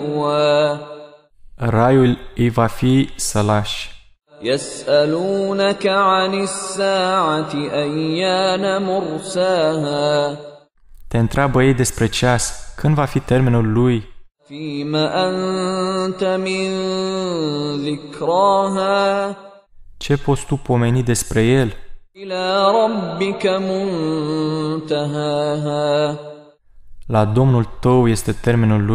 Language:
Romanian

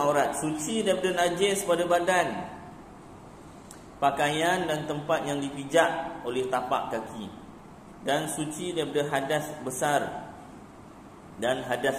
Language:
Malay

